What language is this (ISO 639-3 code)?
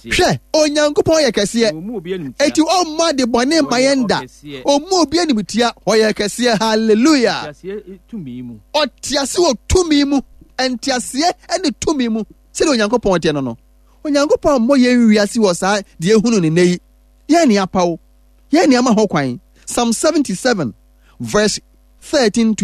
aka